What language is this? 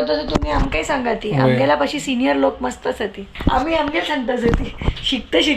Konkani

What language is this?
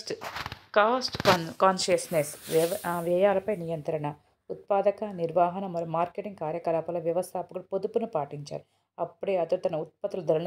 Telugu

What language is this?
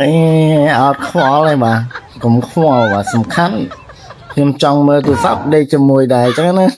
Khmer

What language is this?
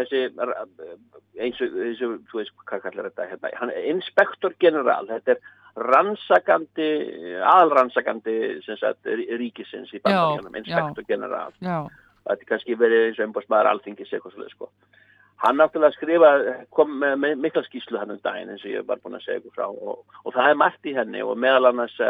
Icelandic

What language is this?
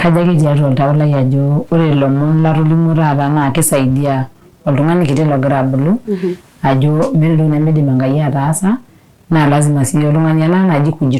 Masai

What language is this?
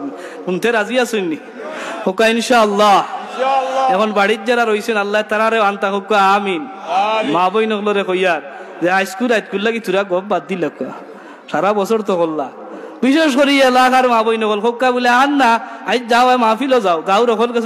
Sylheti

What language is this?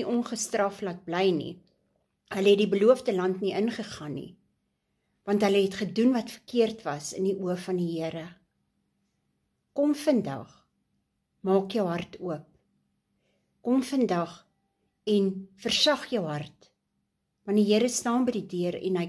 Afrikaans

